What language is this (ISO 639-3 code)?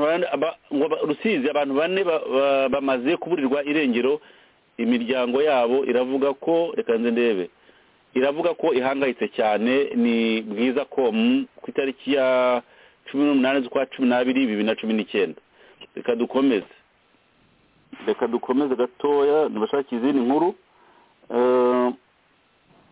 kin